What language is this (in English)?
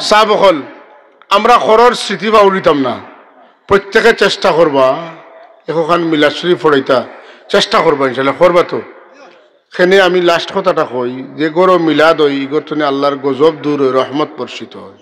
Sylheti